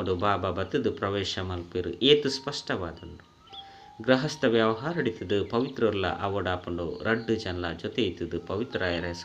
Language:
Tulu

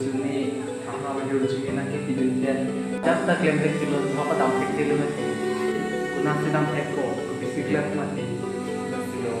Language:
Karbi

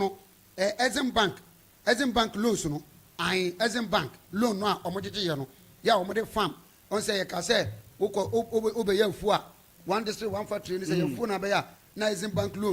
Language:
Akan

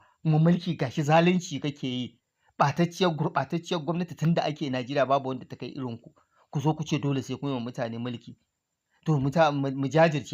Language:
Hausa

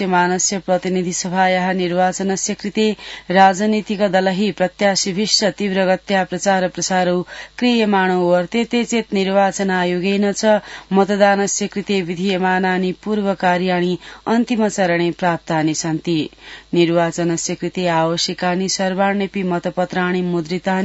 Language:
Sanskrit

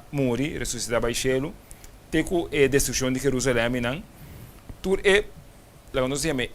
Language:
Papiamento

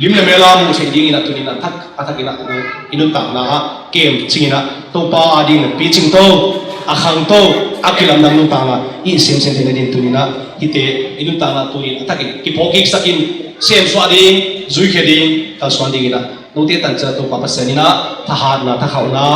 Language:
Tedim Chin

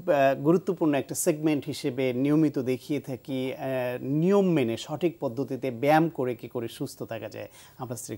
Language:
Bangla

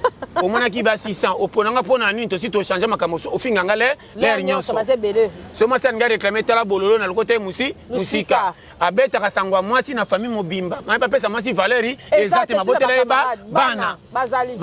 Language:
Lingala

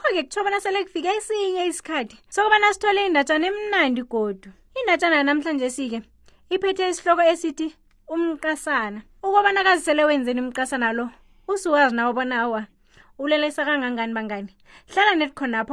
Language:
South Ndebele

